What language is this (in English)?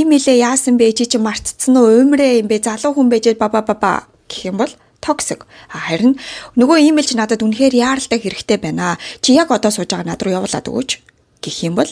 Mongolian